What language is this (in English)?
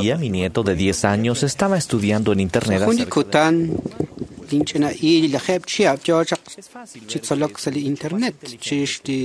Kekchí